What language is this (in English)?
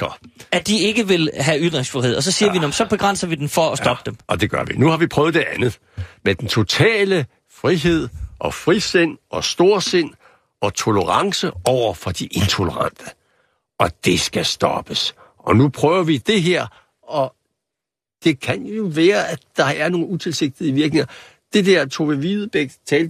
Danish